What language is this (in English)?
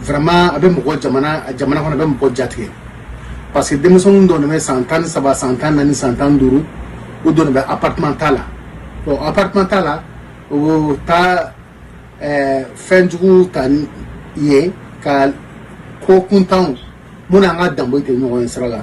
Bambara